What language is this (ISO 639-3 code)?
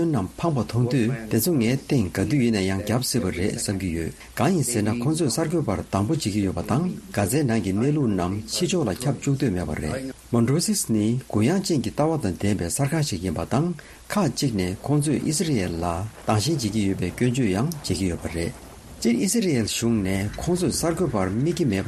bod